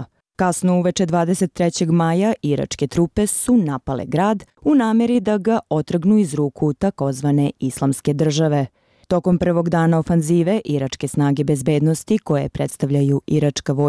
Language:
Bosnian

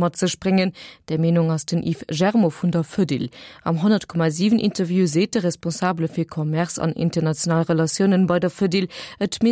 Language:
Luxembourgish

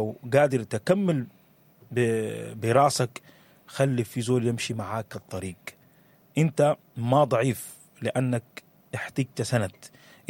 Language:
Sudanese Arabic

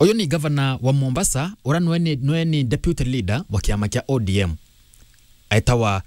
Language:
Meru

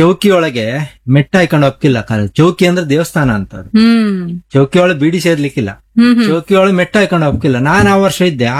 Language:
Kannada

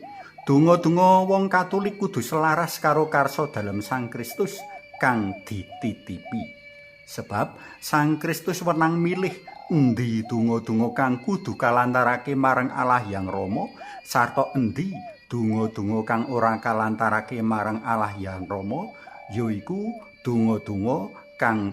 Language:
Javanese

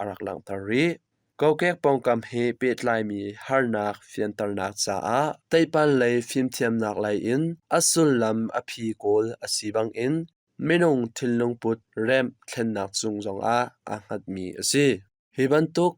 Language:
Hakha Chin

